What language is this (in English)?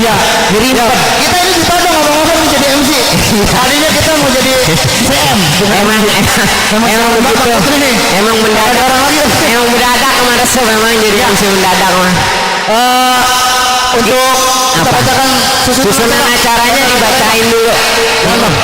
Betawi